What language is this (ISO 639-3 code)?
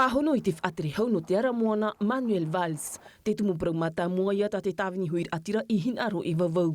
tah